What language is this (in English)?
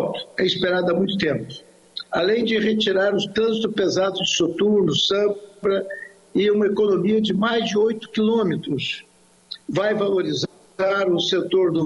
Portuguese